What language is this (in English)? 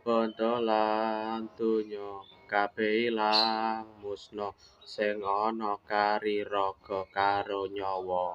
Javanese